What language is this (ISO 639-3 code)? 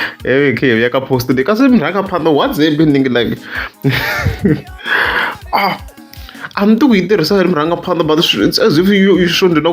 tso